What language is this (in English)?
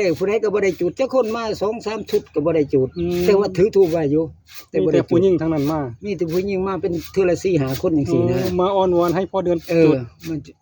Northeastern Thai